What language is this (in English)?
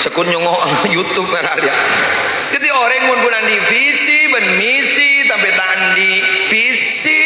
Madurese